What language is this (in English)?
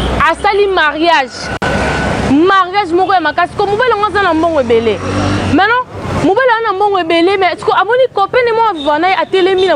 Lingala